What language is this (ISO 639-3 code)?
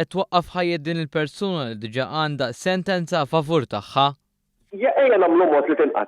mlt